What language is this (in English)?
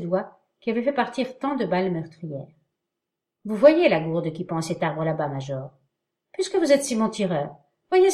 French